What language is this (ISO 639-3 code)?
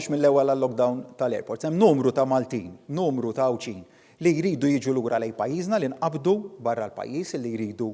mlt